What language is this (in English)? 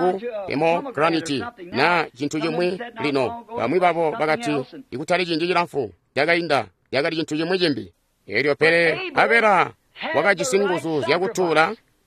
Tonga (Zambia)